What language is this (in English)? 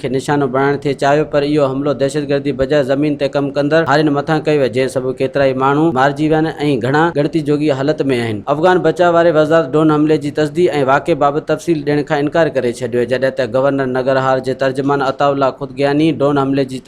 Sindhi